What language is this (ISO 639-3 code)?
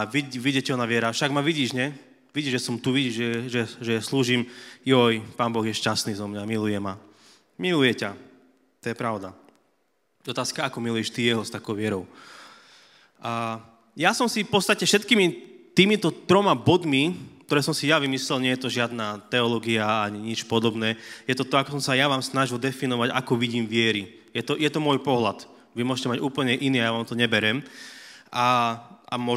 slk